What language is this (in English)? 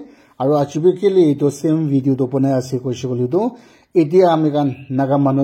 Naga Pidgin